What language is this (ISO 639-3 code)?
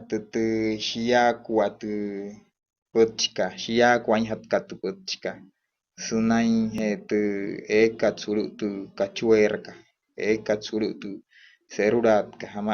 guc